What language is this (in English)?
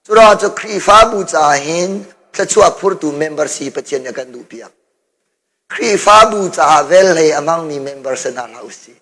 Hakha Chin